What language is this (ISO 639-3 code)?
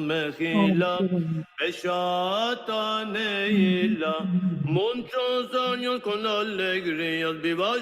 lad